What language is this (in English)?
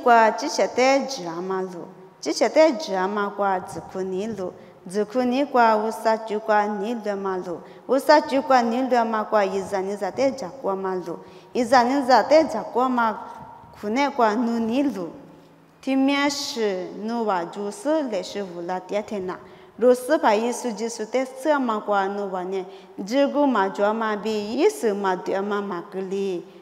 Lisu